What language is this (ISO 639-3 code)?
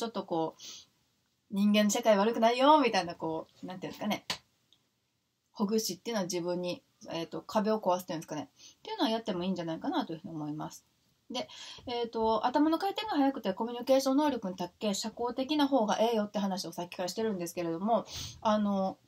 jpn